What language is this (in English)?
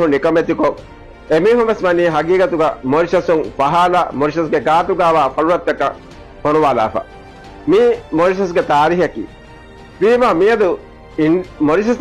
Divehi